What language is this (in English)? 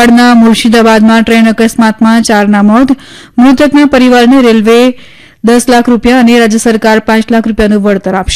Gujarati